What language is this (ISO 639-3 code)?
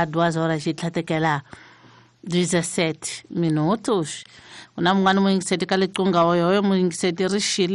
tso